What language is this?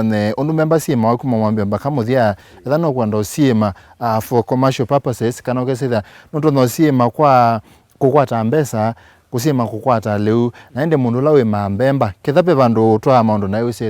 Kamba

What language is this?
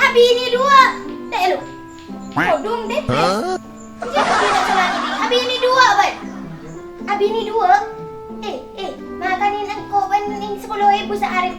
Madurese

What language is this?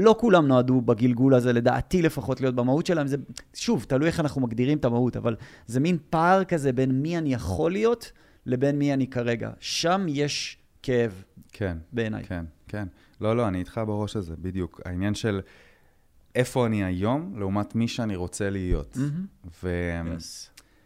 Hebrew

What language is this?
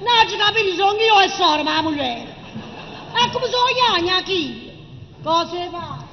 Neapolitan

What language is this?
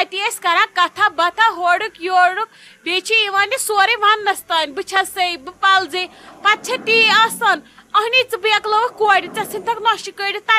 Kashmiri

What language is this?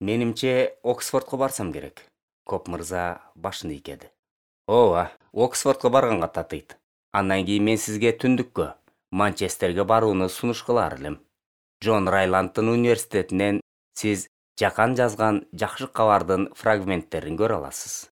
Kyrgyz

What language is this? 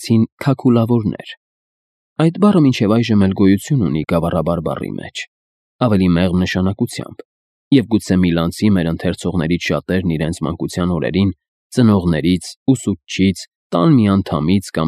Armenian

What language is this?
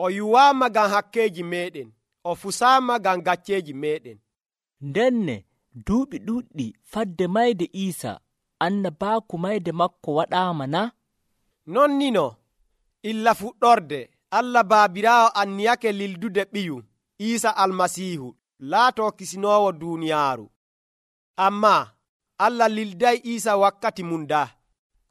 Nigerian Fulfulde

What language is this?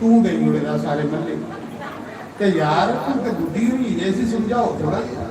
Dogri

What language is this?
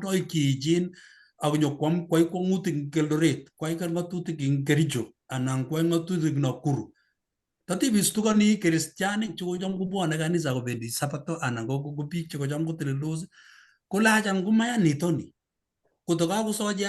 Kalenjin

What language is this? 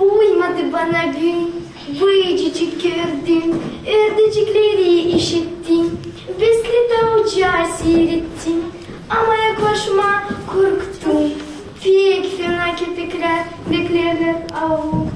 Gagauz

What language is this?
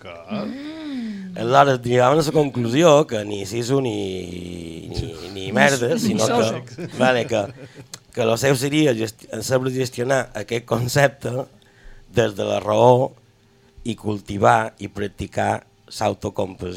Catalan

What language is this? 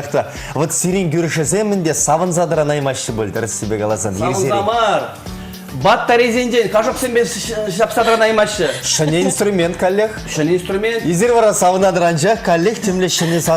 Chuvash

